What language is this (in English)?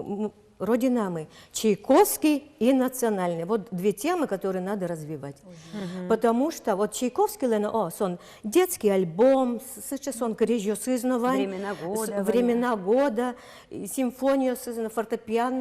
Udmurt